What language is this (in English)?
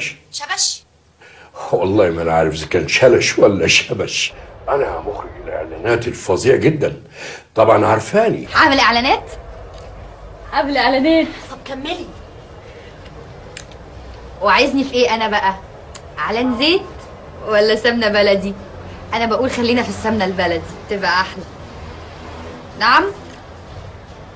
Egyptian Arabic